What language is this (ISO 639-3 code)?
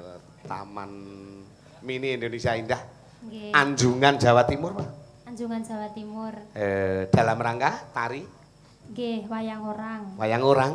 jav